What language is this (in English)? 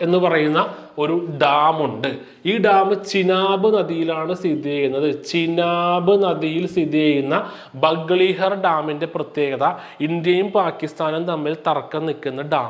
Malayalam